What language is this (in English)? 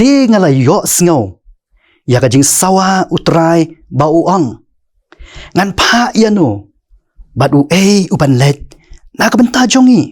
Khasi